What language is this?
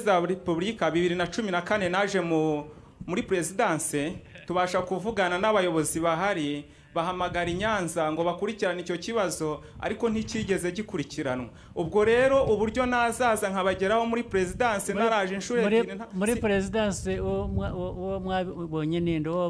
Kinyarwanda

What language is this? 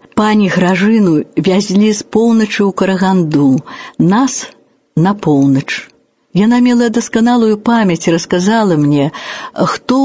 Belarusian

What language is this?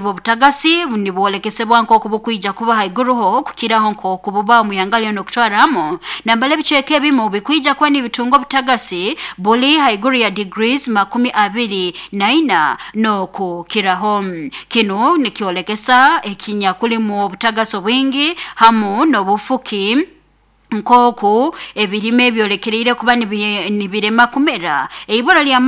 Nyoro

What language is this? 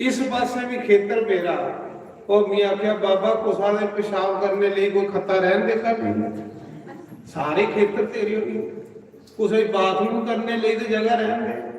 Dogri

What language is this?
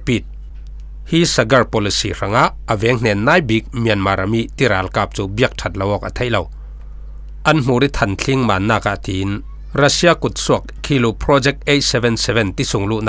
Falam Chin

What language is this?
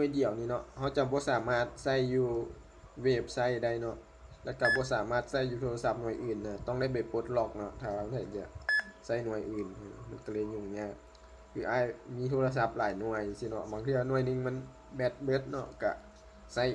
Lao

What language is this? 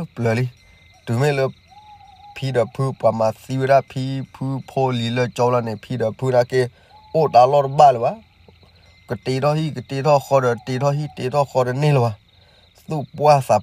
S'gaw Karen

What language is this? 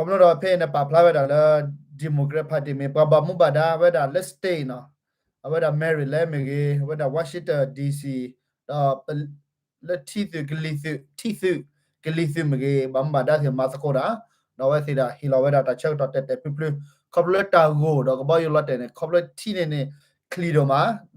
S'gaw Karen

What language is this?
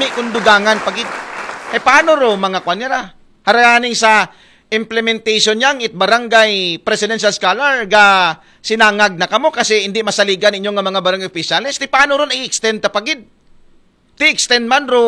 Aklanon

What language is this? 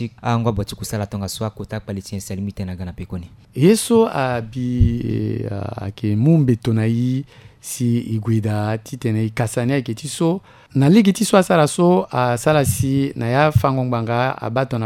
Sango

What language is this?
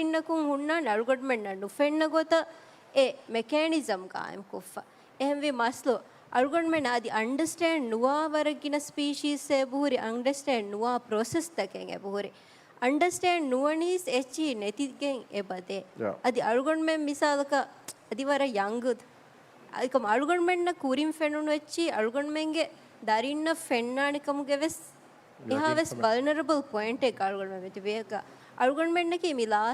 Divehi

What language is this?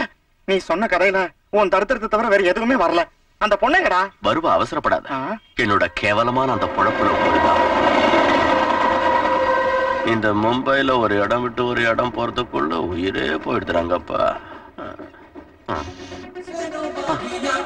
Tamil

